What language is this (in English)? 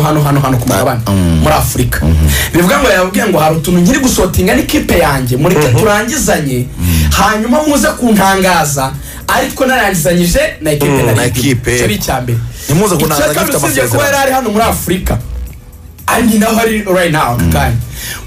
Kinyarwanda